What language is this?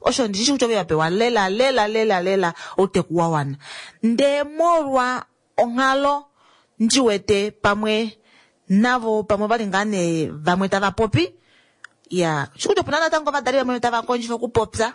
Kuanyama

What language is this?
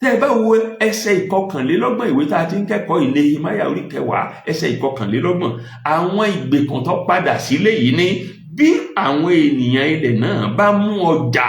Yoruba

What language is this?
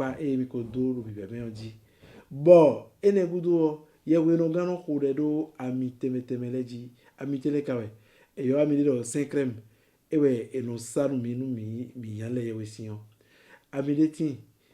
Fon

